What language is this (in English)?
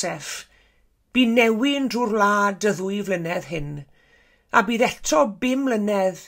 Welsh